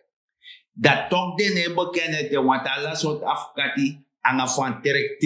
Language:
Sranan Tongo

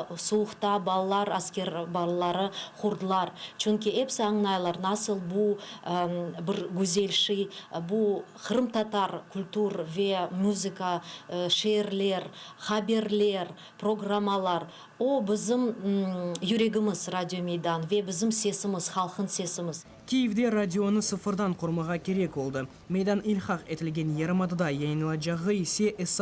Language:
Crimean Tatar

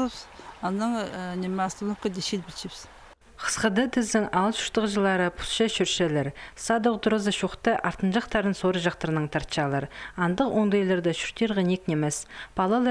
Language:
Khakas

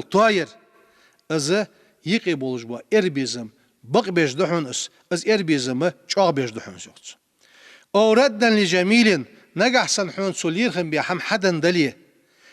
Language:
Ingush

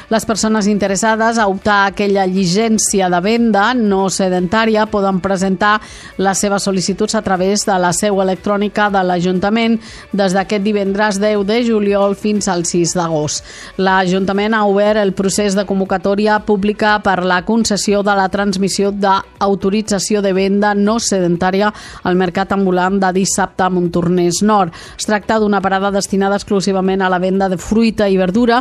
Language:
Catalan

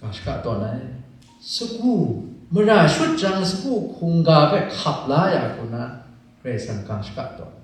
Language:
Kachin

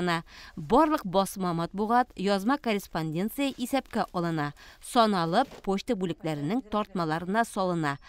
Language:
Tatar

